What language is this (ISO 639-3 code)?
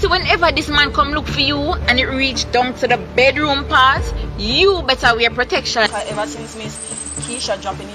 jam